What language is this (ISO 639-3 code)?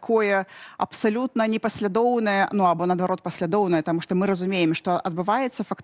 bel